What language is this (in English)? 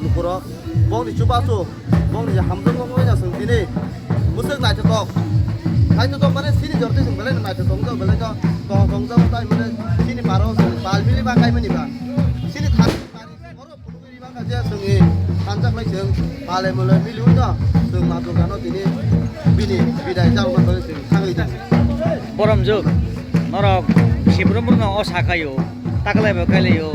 Kok Borok